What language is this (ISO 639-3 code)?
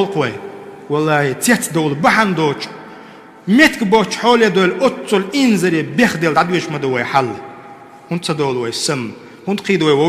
che